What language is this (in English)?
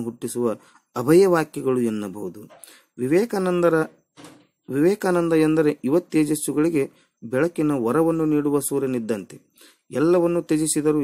Kannada